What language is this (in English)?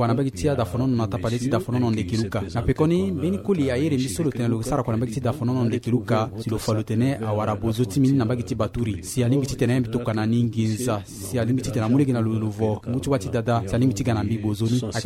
Sango